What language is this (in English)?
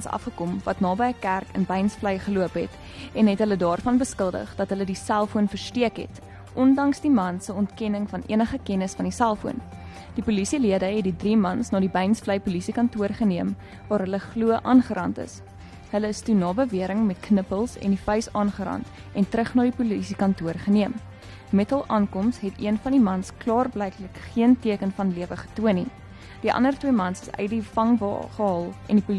Afrikaans